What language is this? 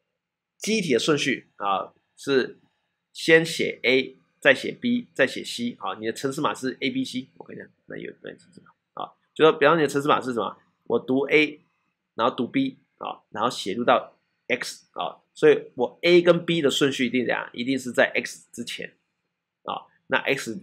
Chinese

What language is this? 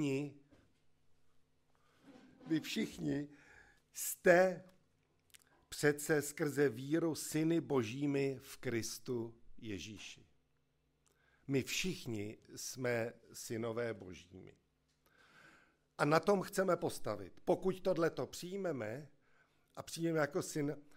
Czech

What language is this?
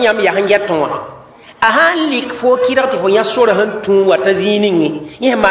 Mossi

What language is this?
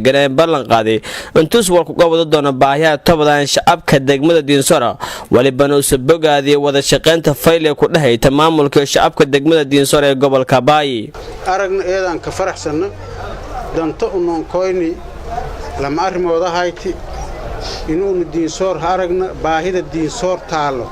Somali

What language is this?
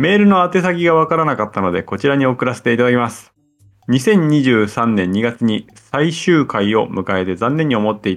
Japanese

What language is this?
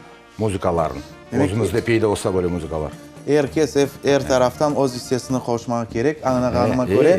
Crimean Tatar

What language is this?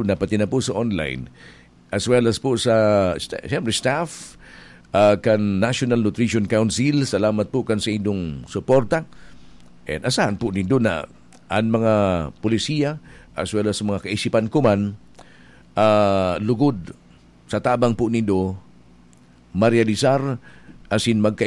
Bikol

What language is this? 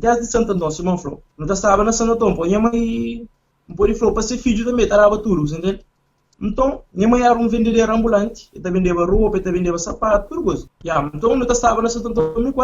Kabuverdianu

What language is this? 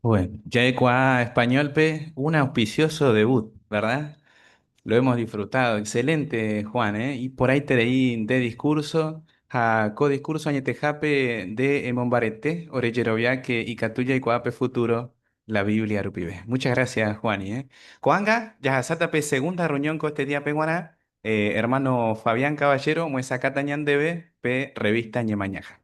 Guarani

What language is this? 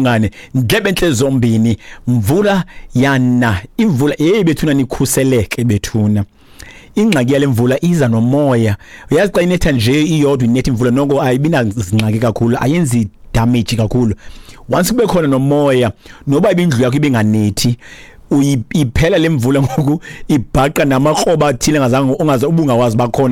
Xhosa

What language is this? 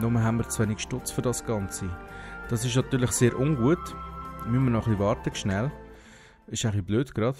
Swiss German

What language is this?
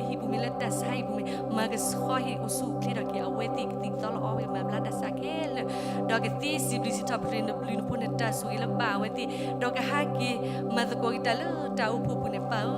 S'gaw Karen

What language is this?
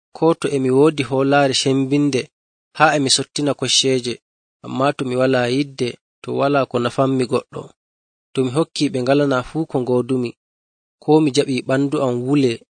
Nigerian Fulfulde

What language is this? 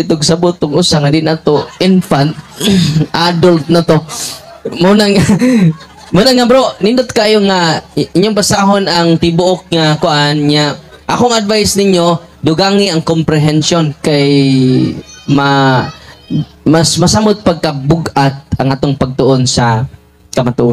Cebuano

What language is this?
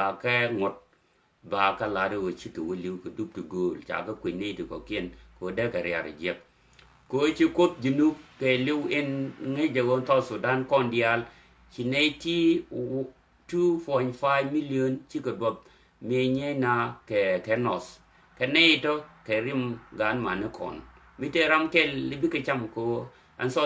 Nuer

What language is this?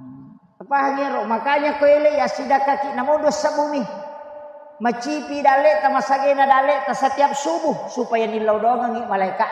Buginese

